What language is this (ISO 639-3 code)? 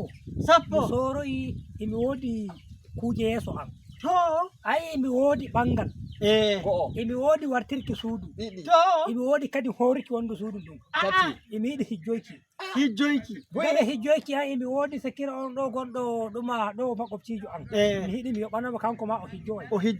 ful